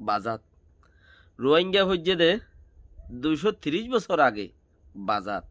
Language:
Rohingya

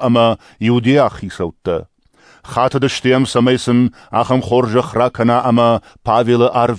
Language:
Ossetic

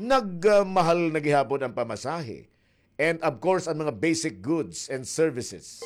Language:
Waray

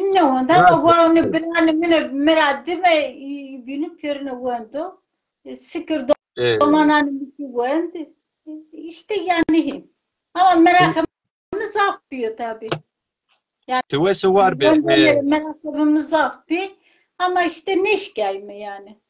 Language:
Zaza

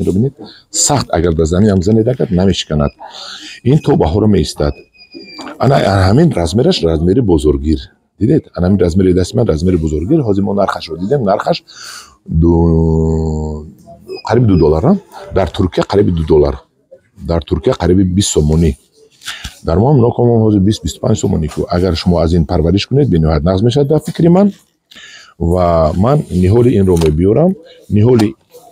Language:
Tajik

